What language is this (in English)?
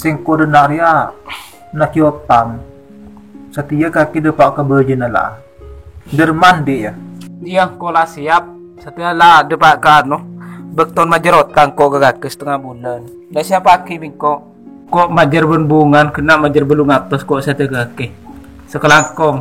Madurese